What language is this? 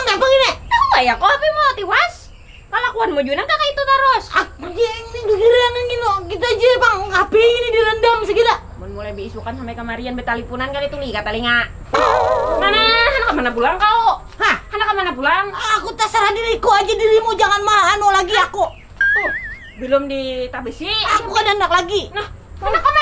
Banjar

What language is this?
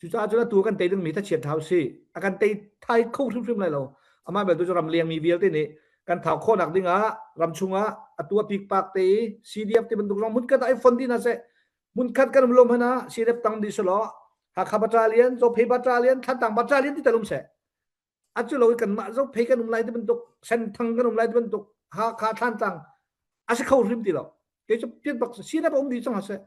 Hakha Chin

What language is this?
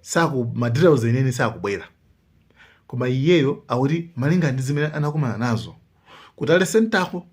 Nyanja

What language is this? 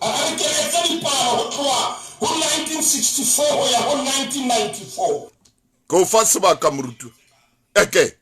Southern Sotho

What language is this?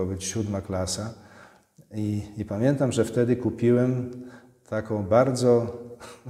Polish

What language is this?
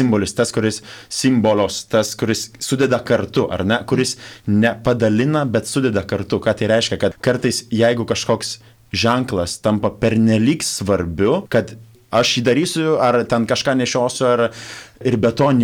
Lithuanian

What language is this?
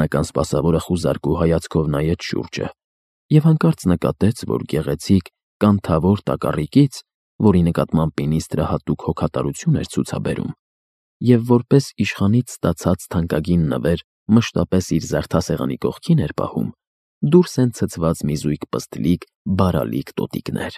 Armenian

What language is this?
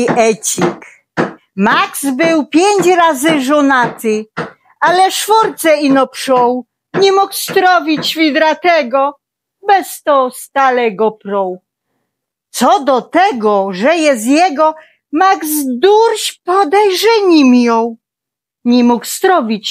Silesian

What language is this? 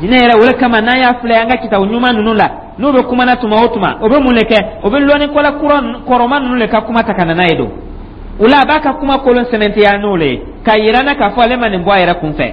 Dyula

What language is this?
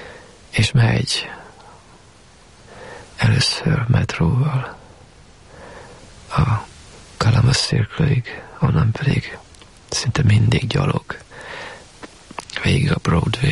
Hungarian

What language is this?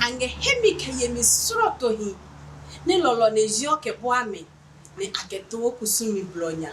Adangme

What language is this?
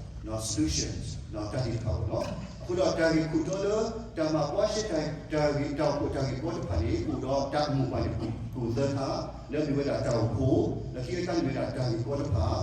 S'gaw Karen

